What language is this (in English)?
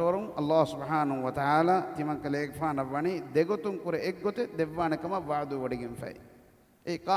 Divehi